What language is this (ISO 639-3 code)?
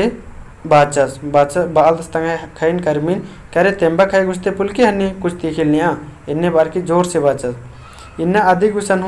kru